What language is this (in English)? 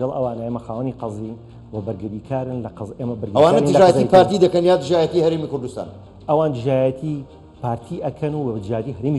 Central Kurdish